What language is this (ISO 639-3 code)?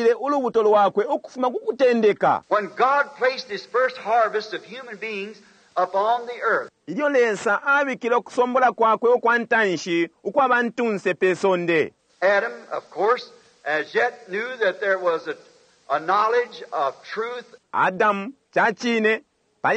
bem